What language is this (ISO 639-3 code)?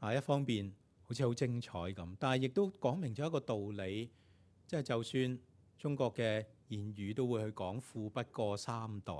yue